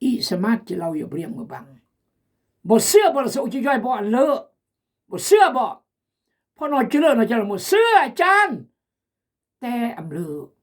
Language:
Khmu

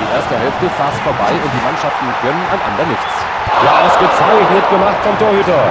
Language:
Bavarian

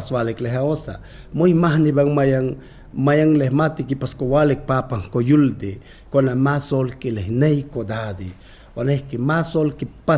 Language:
Mayangna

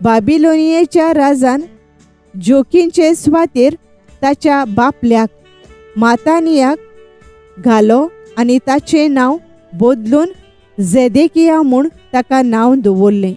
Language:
Konkani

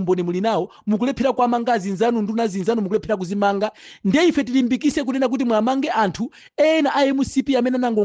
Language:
Nyanja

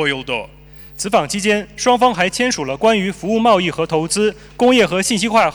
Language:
Kyrgyz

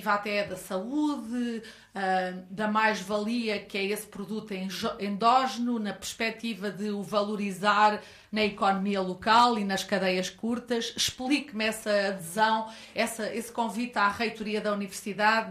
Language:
Portuguese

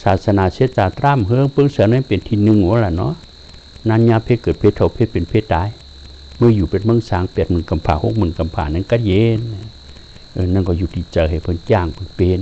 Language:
Shan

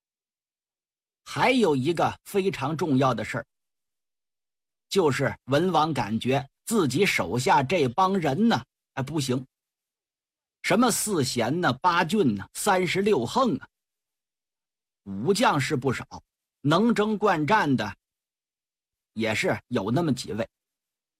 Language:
Chinese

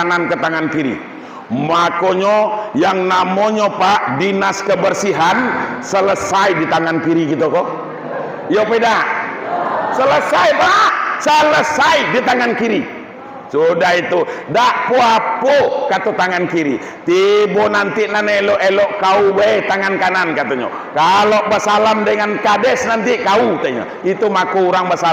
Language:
Minangkabau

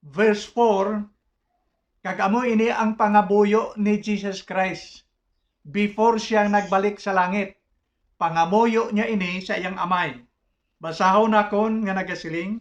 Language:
Hiligaynon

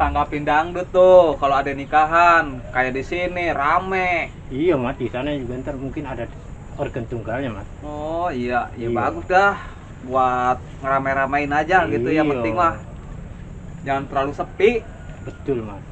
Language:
Betawi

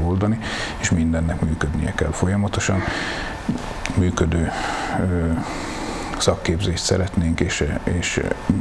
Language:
Hungarian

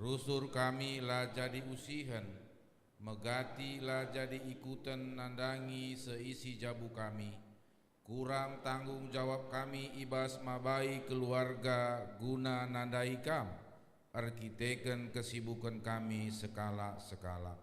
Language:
Batak Karo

